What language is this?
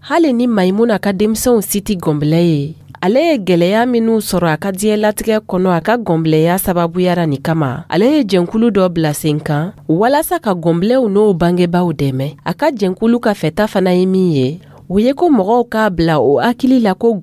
Dyula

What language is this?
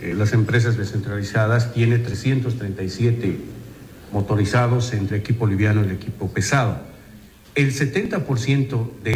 South Bolivian Quechua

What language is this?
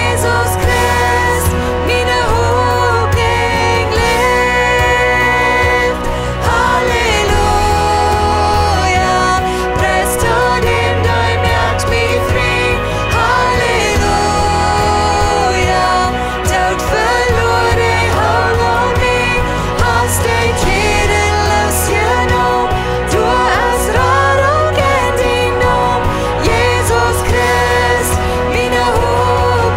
Plautdietsch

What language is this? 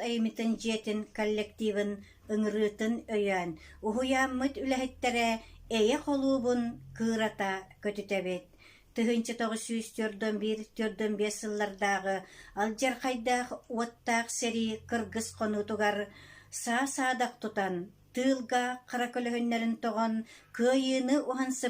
Yakut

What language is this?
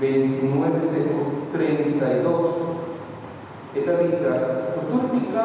Papiamento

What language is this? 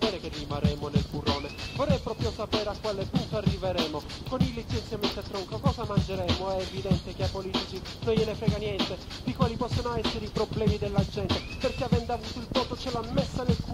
Italian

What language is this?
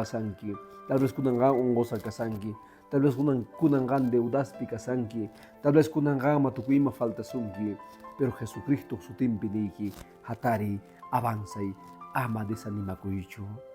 Quechua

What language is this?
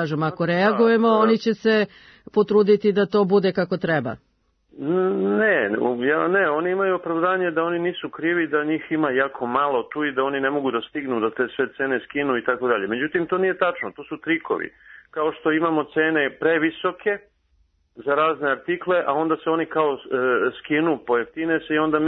Serbian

